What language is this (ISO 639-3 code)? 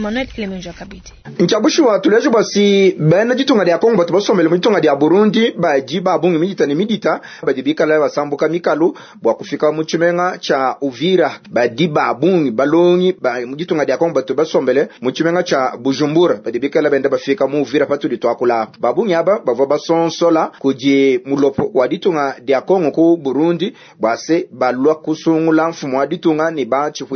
lua